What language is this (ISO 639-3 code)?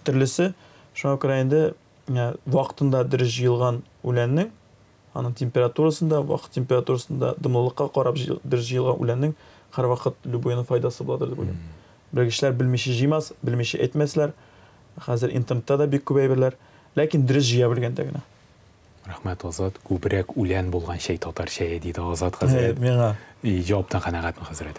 tat